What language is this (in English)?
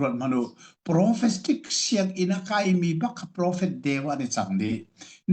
Hakha Chin